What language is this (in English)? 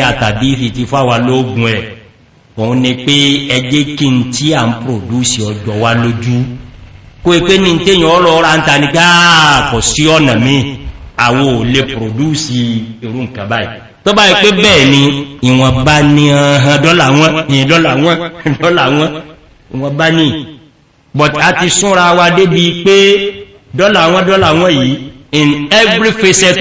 Yoruba